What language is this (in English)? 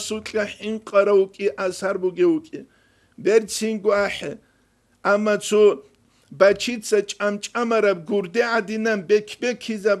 Avaric